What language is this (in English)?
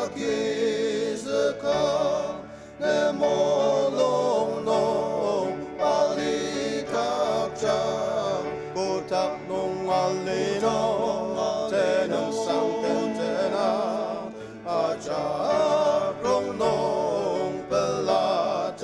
Ao Naga